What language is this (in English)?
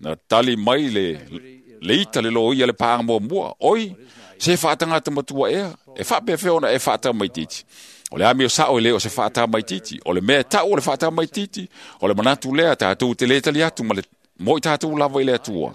Samoan